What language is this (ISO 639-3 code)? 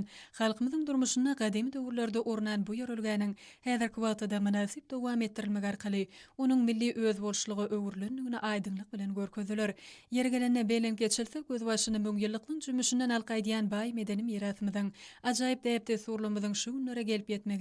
tuk